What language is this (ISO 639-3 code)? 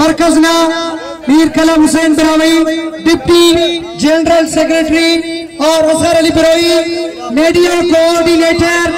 brh